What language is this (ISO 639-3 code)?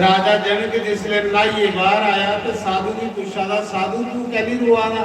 doi